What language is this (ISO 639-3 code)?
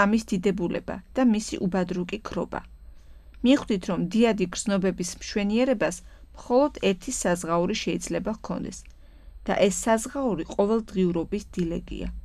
kat